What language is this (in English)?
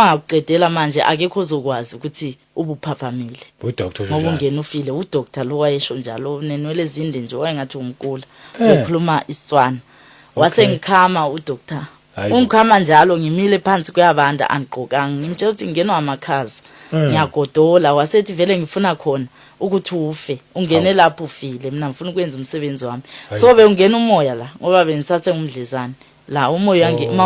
Zulu